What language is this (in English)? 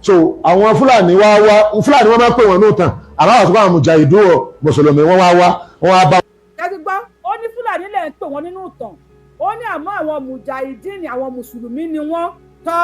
Yoruba